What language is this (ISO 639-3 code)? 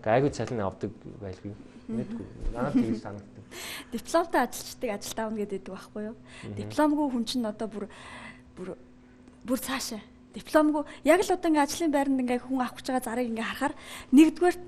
mon